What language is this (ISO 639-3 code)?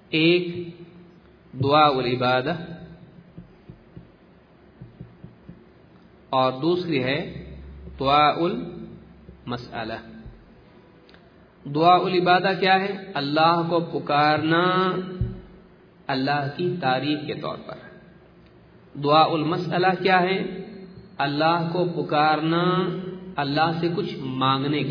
urd